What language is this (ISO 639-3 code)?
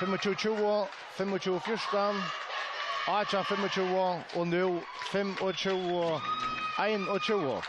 fao